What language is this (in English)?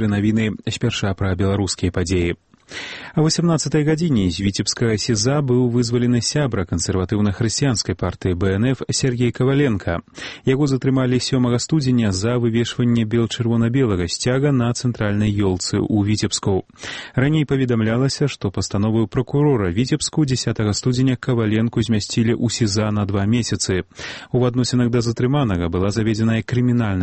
Belarusian